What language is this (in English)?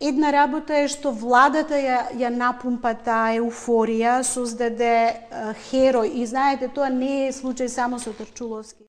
Macedonian